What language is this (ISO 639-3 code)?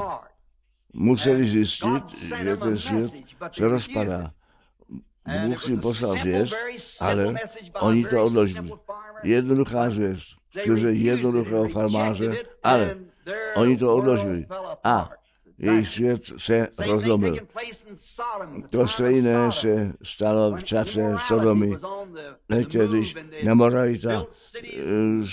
ces